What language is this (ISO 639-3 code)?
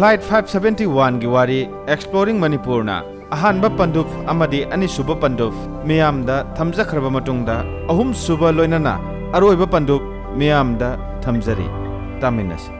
mni